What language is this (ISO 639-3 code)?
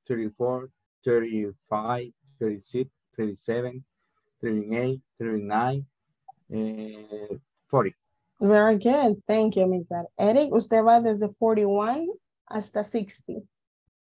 spa